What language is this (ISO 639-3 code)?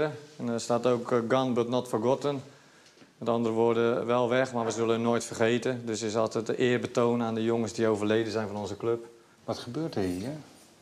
nld